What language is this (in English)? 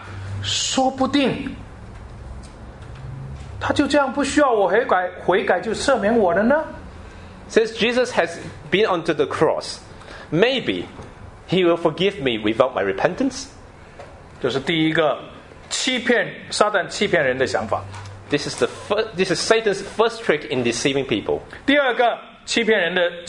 Chinese